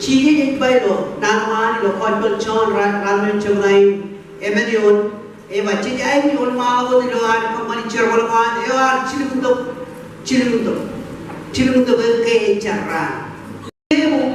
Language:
Marshallese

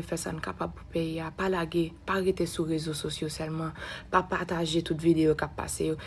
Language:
Haitian Creole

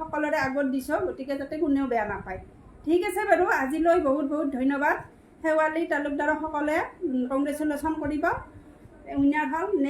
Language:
Assamese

